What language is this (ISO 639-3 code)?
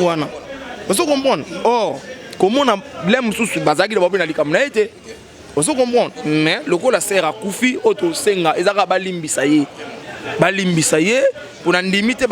lin